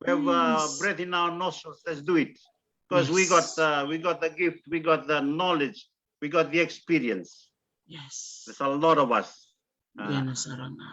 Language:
Fijian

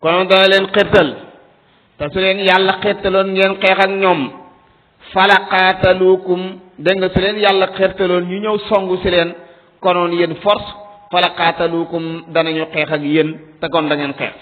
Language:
Wolof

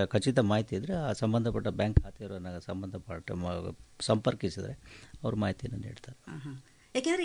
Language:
Kannada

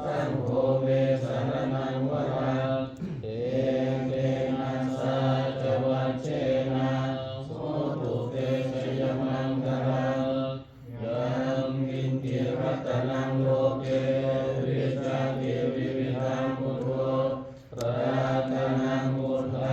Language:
Pali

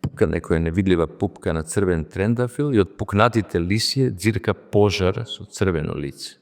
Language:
Macedonian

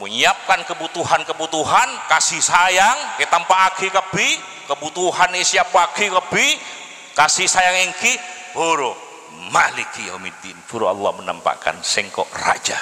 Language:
Madurese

